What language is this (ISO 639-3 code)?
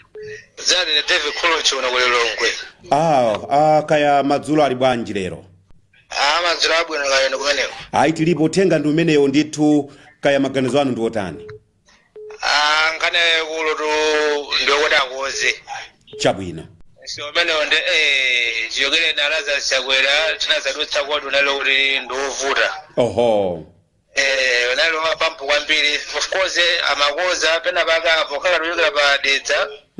nya